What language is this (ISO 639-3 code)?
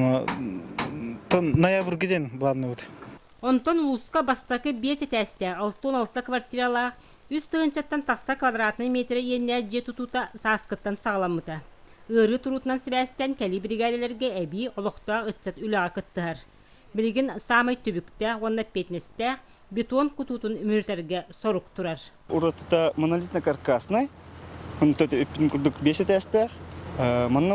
sah